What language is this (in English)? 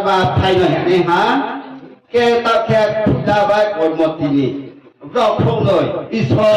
Riang (India)